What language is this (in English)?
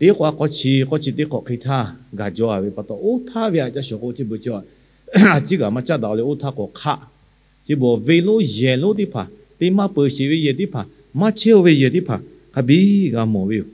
Lahu